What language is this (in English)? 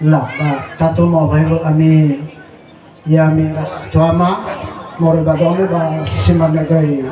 Nias